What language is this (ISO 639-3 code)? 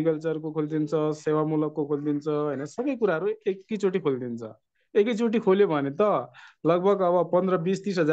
nep